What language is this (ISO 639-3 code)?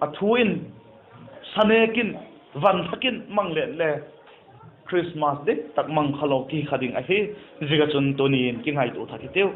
vap